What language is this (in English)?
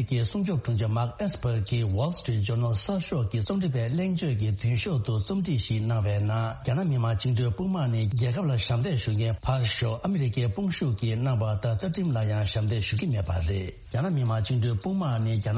Tibetan